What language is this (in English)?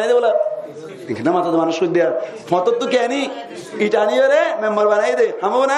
Rohingya